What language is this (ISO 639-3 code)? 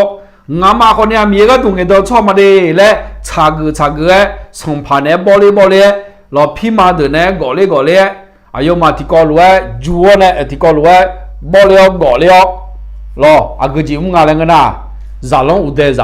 ahk